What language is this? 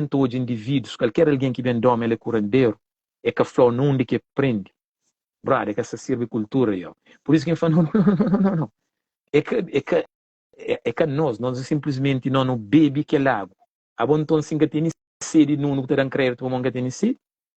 Kabuverdianu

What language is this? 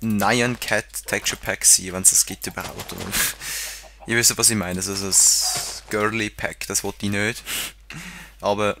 Swiss German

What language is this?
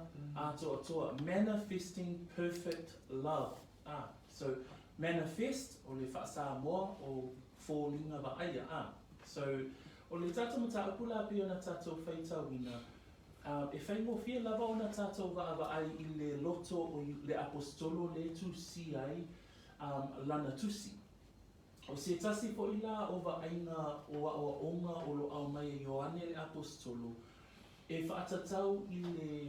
Samoan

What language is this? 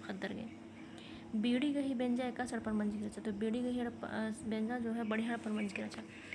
Kurukh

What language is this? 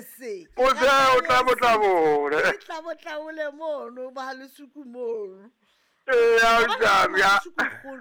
Southern Sotho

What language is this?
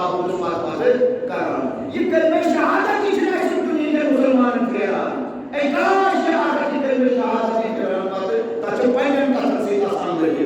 Kashmiri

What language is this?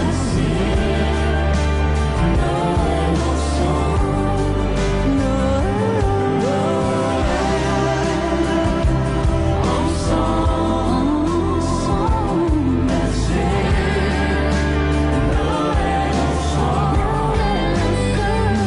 French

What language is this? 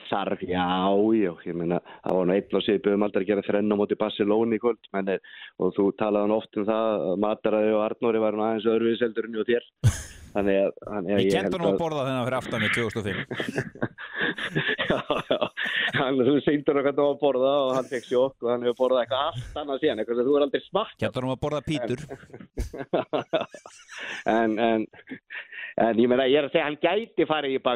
Icelandic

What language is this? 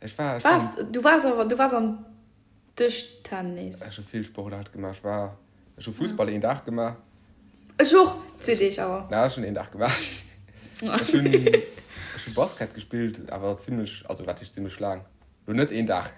Luxembourgish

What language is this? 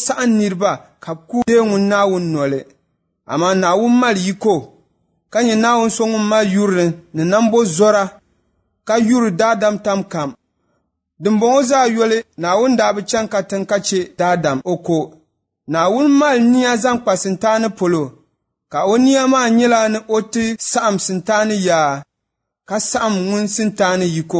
Dagbani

